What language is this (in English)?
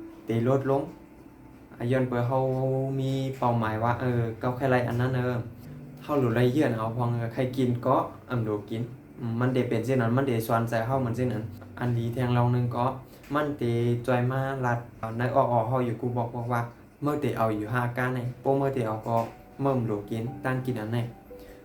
Shan